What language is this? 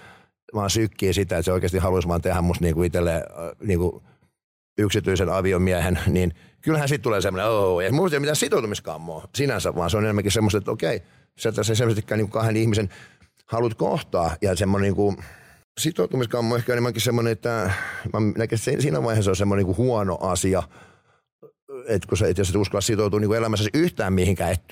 Finnish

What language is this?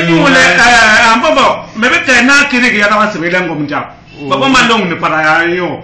Basaa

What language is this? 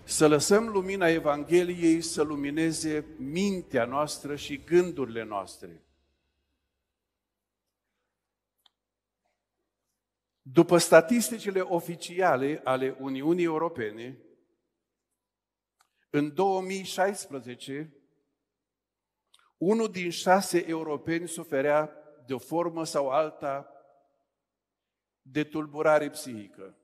Romanian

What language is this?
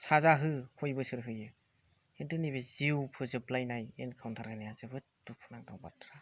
Bodo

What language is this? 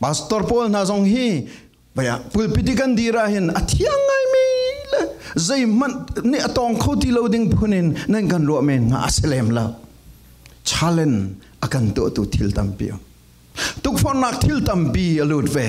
Falam Chin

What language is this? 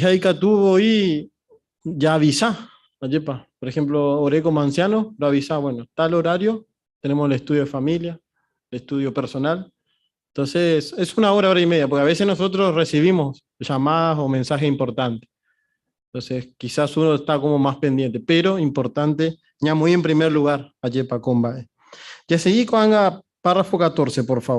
Guarani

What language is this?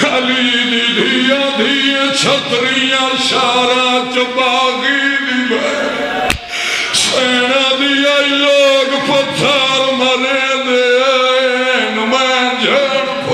Saraiki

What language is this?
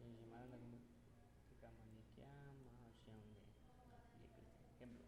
Aguaruna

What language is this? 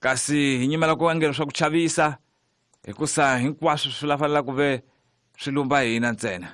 Tsonga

